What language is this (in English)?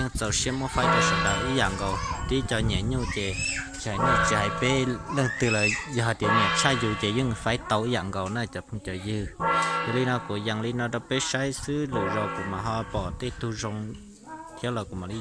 Hmong